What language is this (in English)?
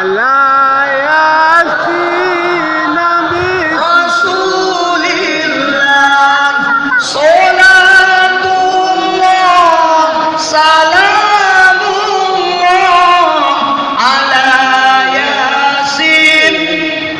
Minangkabau